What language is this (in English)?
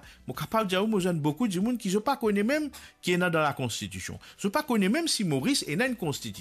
Morisyen